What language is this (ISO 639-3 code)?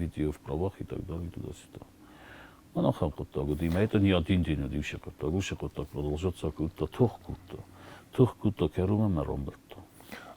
oss